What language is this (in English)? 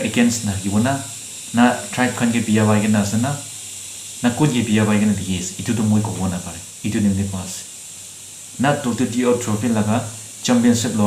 Naga Pidgin